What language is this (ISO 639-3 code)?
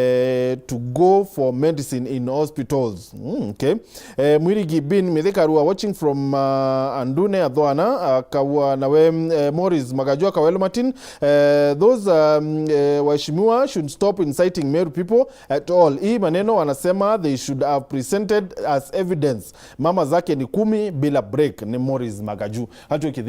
mer